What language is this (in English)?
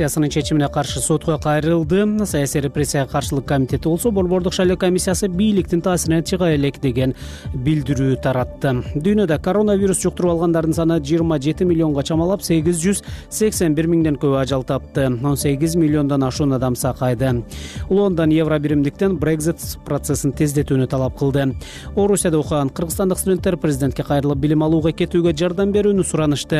Kyrgyz